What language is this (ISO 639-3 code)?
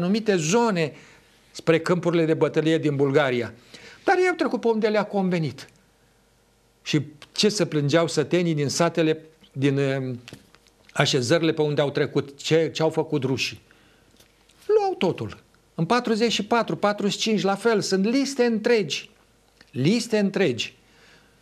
ron